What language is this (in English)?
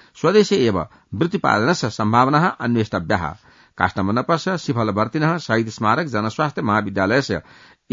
Sanskrit